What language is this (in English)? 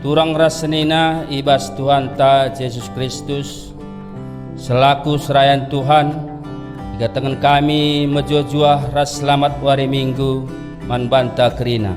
Batak Karo